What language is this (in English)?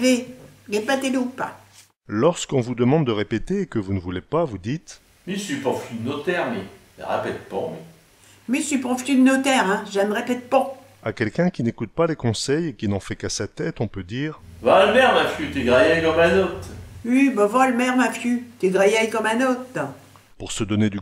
Picard